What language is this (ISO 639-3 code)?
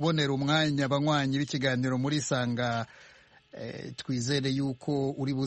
kin